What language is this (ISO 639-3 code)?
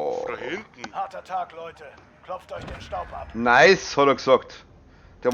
bar